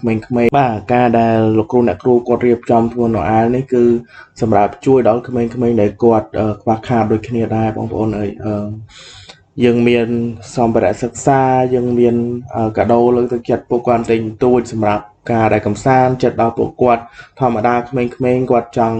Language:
Khmer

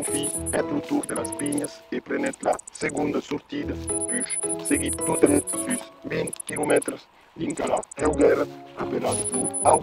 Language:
Occitan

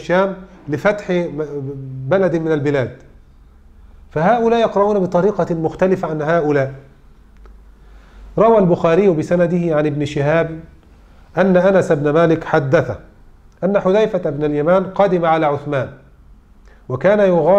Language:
Arabic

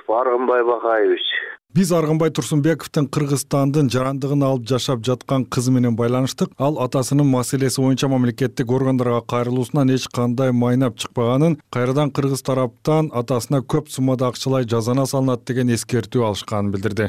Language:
Kyrgyz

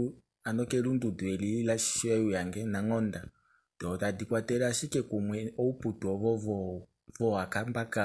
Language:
Kuanyama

